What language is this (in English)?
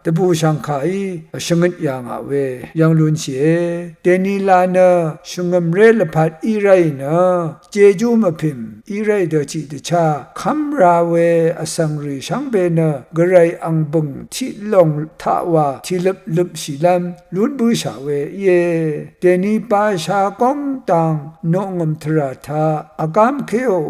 Rawang